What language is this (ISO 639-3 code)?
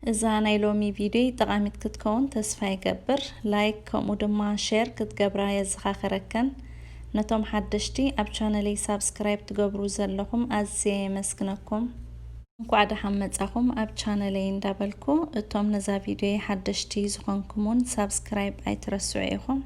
tir